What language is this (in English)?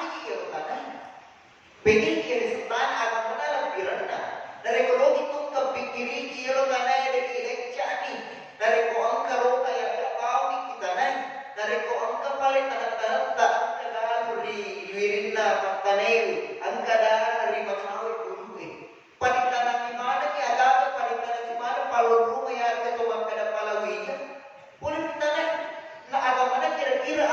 Buginese